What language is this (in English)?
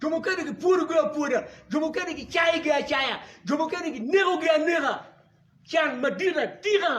Acoli